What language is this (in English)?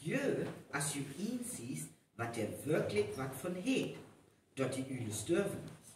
Northern Frisian